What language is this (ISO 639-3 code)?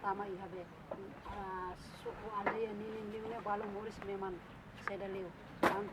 tet